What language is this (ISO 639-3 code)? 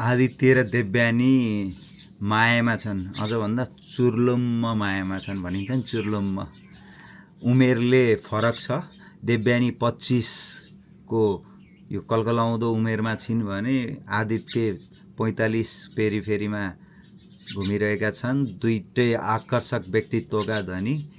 nep